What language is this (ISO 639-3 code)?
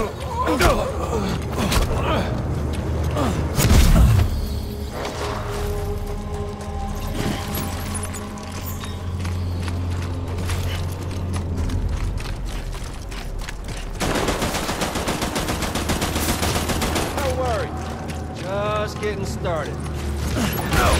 eng